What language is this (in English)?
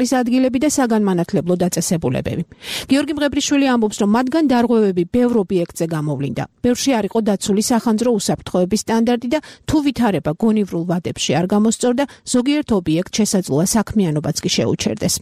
Georgian